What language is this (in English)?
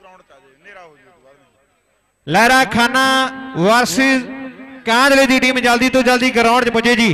Punjabi